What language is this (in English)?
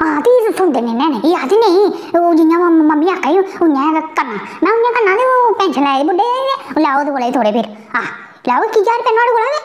Dogri